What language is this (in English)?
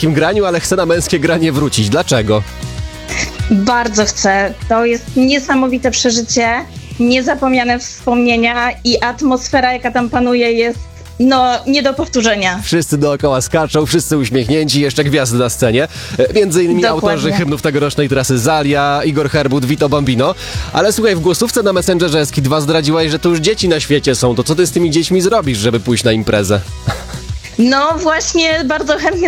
Polish